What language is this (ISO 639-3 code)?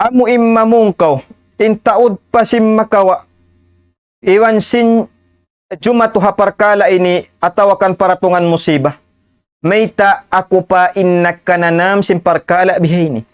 tsg